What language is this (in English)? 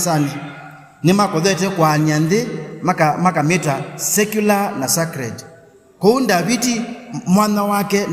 Kamba